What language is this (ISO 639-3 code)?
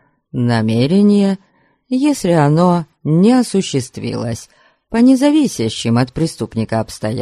rus